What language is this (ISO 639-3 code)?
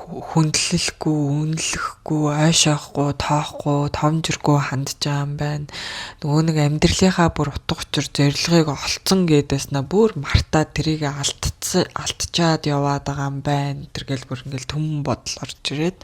mon